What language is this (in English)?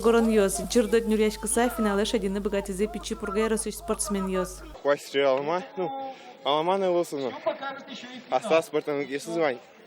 Udmurt